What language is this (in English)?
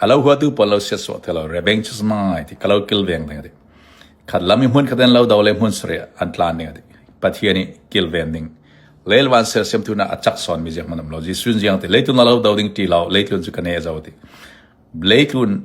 Falam Chin